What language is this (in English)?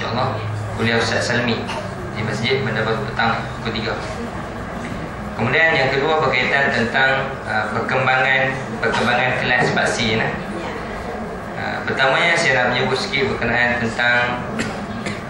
Malay